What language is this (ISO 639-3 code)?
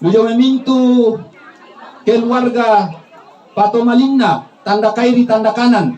sda